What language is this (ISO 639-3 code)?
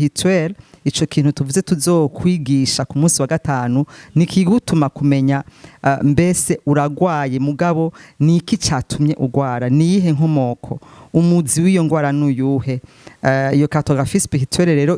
run